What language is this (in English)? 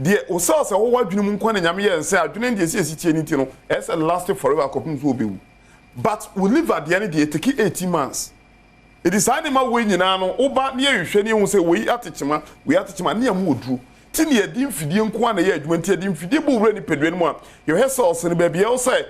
Akan